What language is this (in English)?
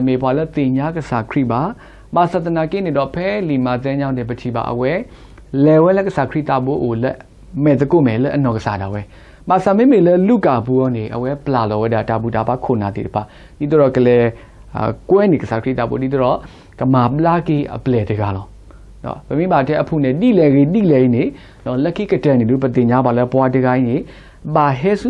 S'gaw Karen